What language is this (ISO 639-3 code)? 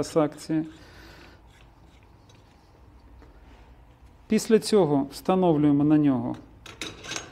ukr